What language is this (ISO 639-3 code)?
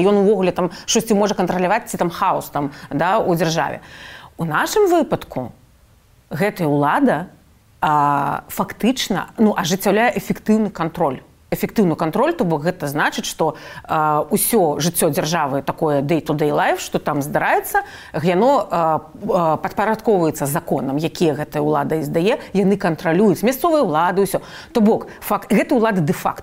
bel